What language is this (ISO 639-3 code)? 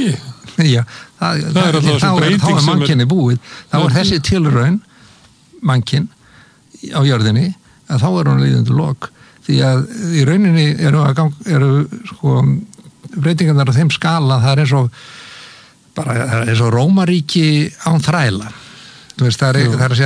isl